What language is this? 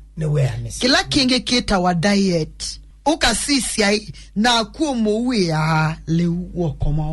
Kamba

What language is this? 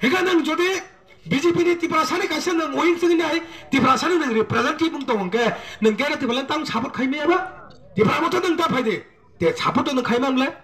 Kok Borok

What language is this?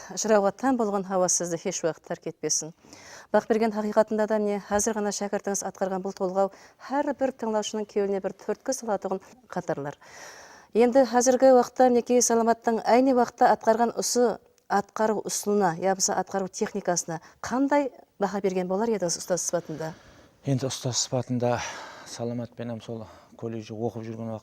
Kara-Kalpak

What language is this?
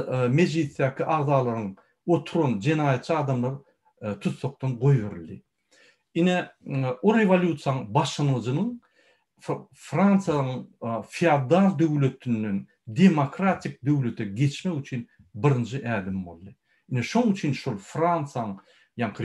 Turkmen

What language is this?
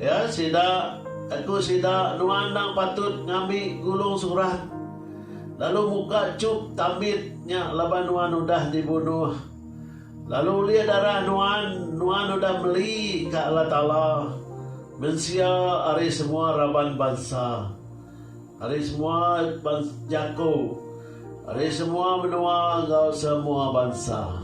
Iban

